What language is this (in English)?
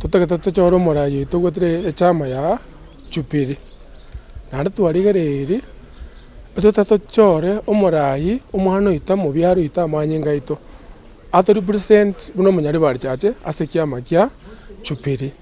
Gusii